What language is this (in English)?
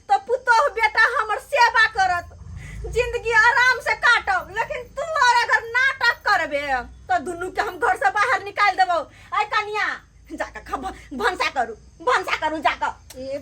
Maithili